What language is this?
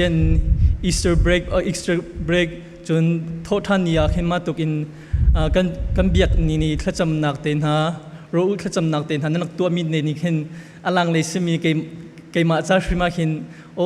Hakha Chin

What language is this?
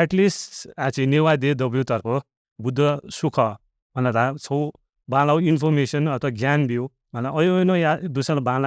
Newari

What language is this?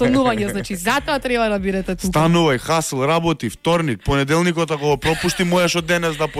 Macedonian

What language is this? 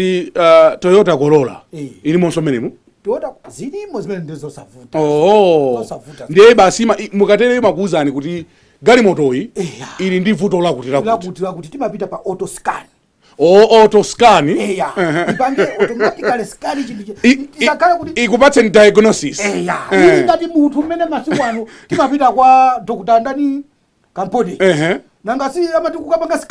Nyanja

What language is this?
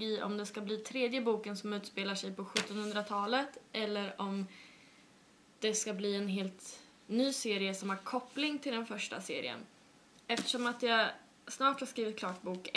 Swedish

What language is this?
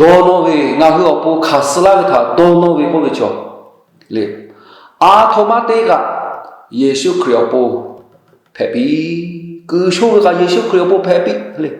Lahu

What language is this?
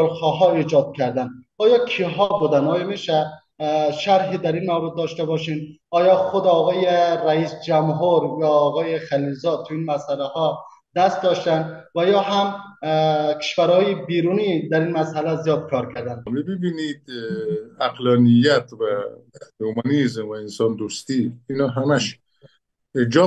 Persian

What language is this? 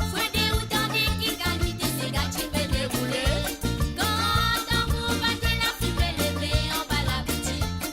Morisyen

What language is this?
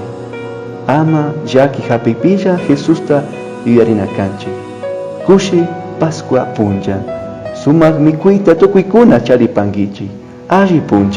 Chimborazo Highland Quichua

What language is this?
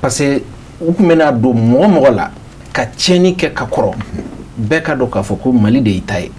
Bambara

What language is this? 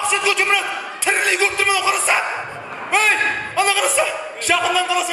Kara-Kalpak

